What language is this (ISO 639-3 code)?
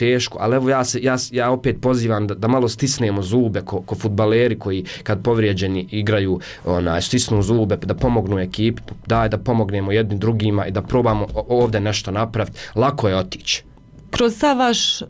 bos